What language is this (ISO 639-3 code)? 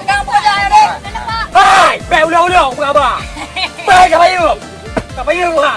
ace